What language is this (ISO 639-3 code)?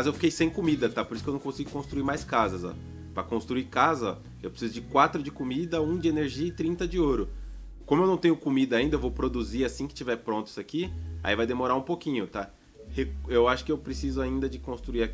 por